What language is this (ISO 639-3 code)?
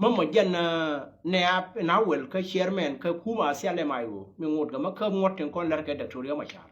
nus